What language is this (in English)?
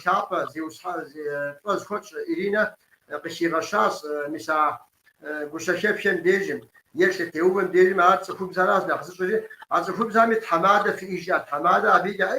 Kabardian